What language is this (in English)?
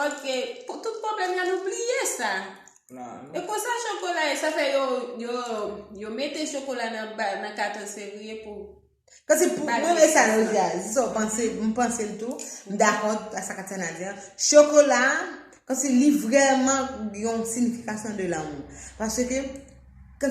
Haitian Creole